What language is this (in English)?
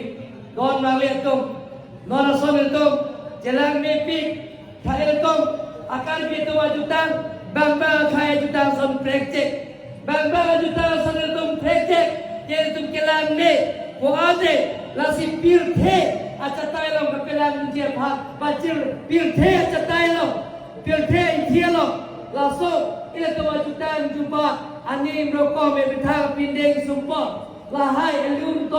Karbi